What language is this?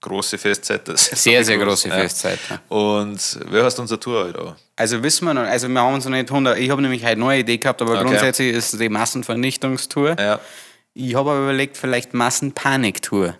Bavarian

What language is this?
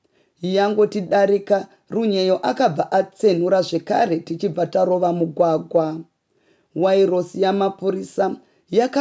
Shona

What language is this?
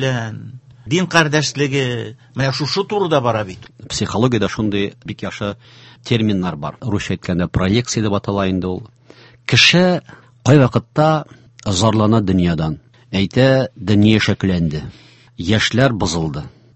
Tatar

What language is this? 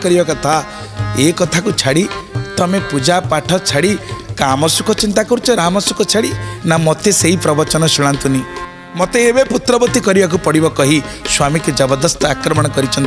Odia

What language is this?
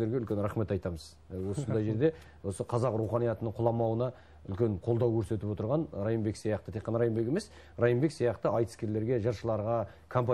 Kazakh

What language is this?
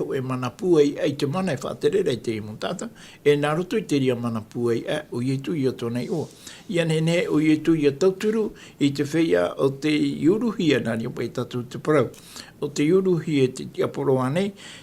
Tahitian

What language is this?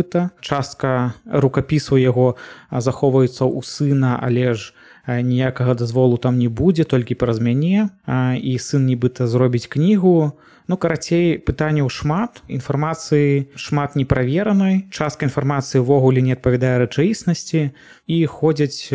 Belarusian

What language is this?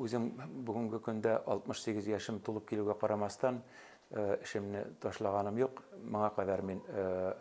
Bashkir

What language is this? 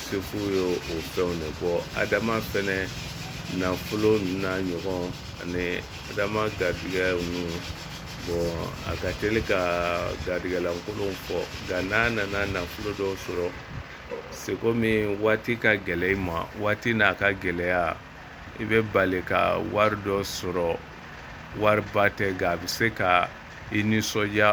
Bambara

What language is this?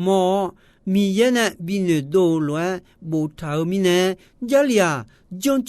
Akha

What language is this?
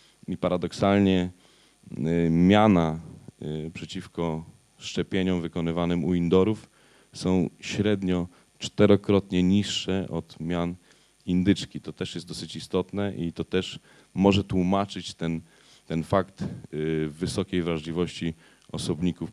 Polish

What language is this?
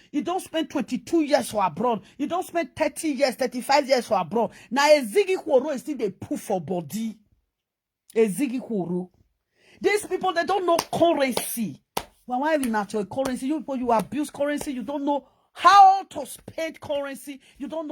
Nigerian Pidgin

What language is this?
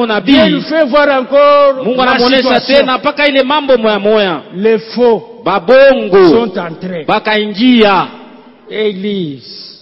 Swahili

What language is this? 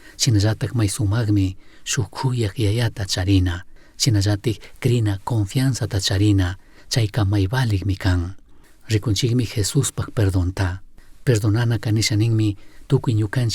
Chimborazo Highland Quichua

